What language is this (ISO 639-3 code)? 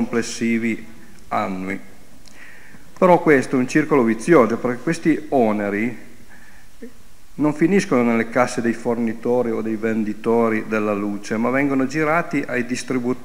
ita